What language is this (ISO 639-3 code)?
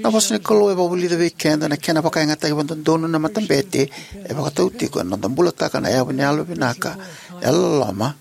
fij